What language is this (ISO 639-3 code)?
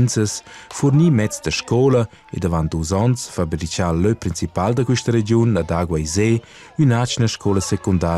roh